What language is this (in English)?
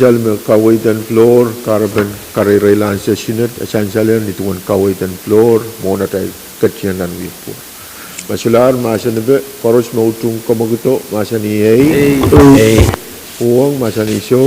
Pohnpeian